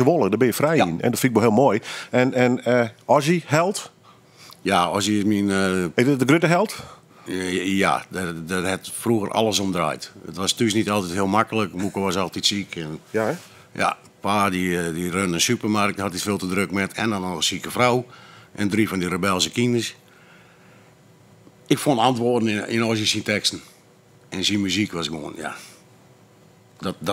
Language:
Dutch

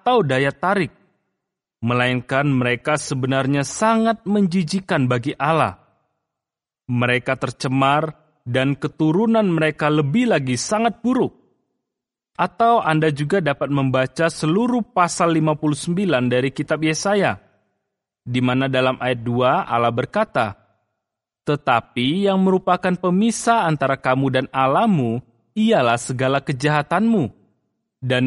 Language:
Indonesian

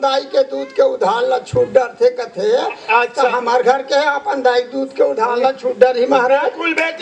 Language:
Chhattisgarhi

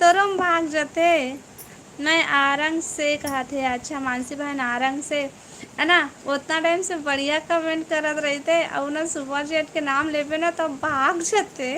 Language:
Chhattisgarhi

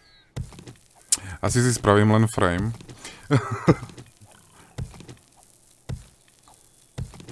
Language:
Slovak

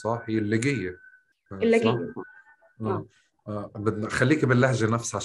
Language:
North Levantine Arabic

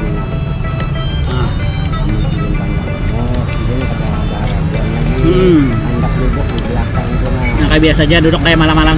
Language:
Banjar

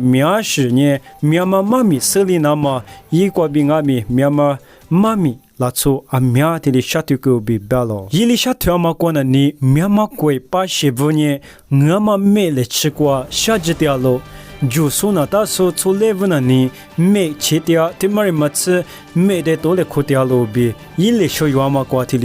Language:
Lisu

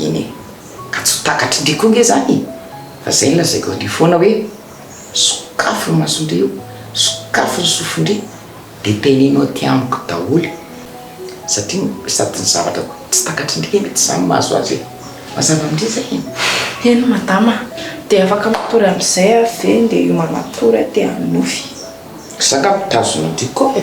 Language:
Malagasy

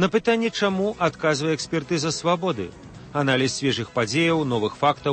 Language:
Belarusian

